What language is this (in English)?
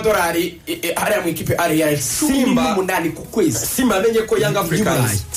Kinyarwanda